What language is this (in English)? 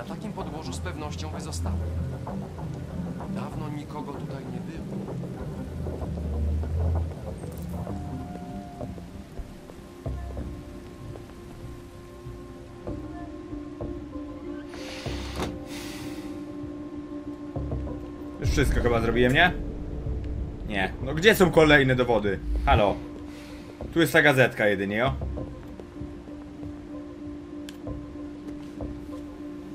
Polish